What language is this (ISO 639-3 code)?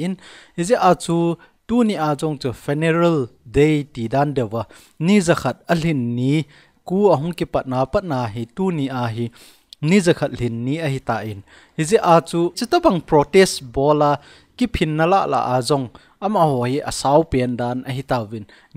tcz